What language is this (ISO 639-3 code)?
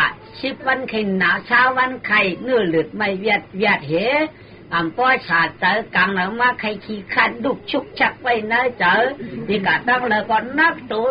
shn